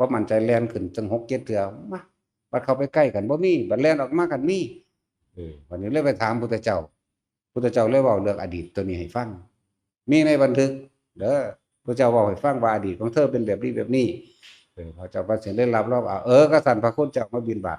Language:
Northeastern Thai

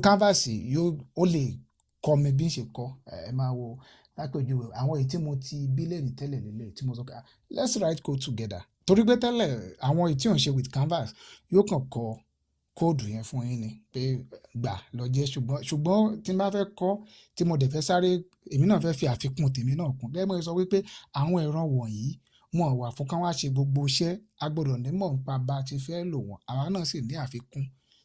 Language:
Yoruba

